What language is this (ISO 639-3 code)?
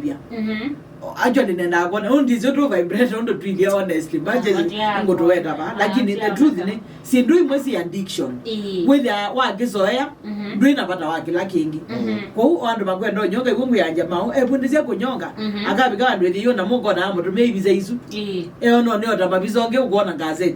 kam